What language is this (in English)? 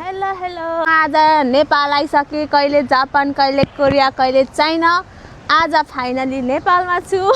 Nepali